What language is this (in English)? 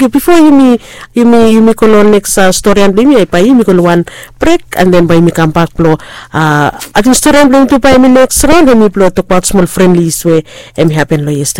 Bislama